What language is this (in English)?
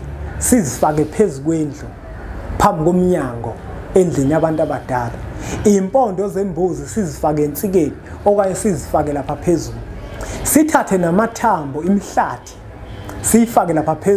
Zulu